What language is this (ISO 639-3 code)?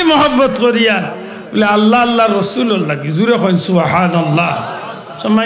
syl